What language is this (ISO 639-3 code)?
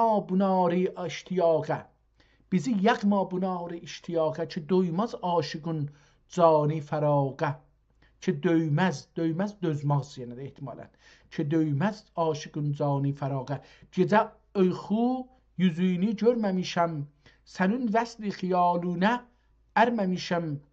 azb